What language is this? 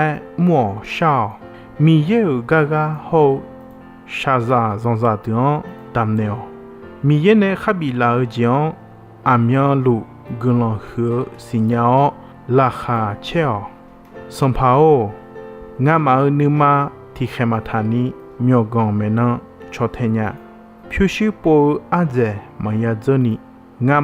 Akha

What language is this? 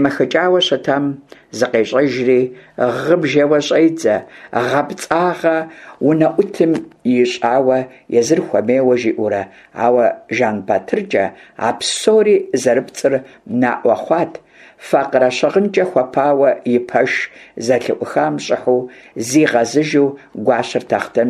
Kabardian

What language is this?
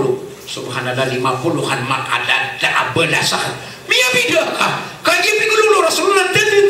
Maranao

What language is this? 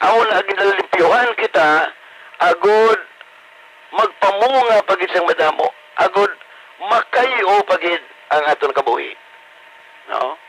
Hiligaynon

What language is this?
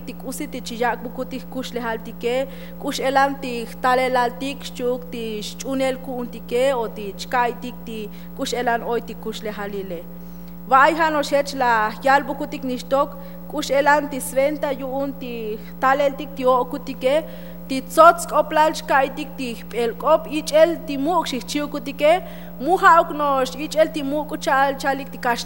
Tzotzil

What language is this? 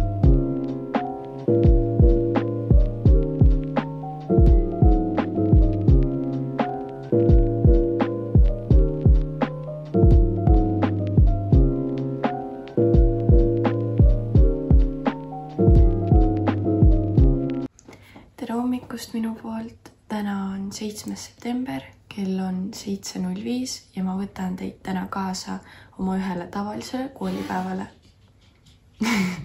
Estonian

